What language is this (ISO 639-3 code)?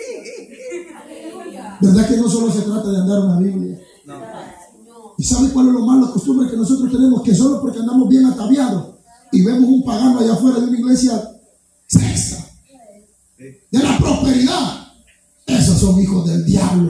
spa